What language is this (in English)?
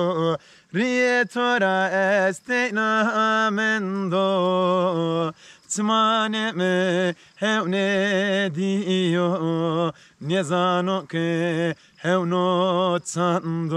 Zaza